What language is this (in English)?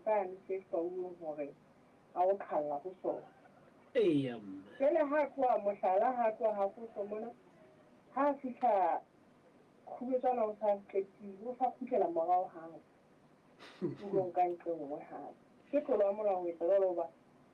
Southern Sotho